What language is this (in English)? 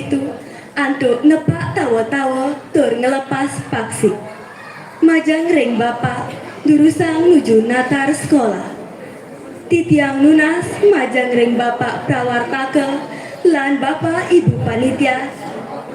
Balinese